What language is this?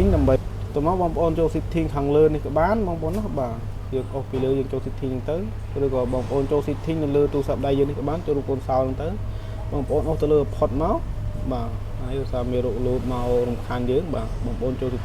Khmer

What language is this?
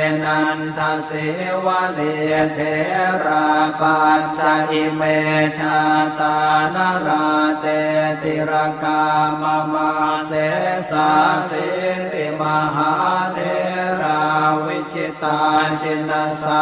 Pali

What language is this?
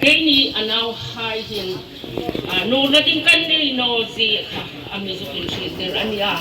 Hmar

